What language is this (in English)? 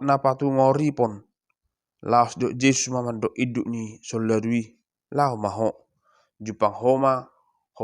Batak Toba